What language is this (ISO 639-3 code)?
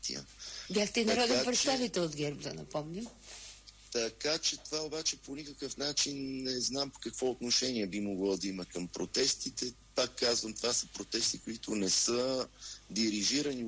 bul